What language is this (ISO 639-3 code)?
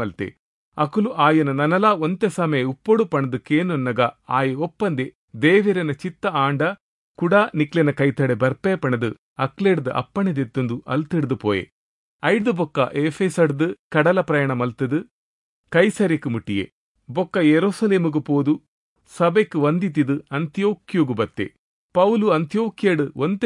tcy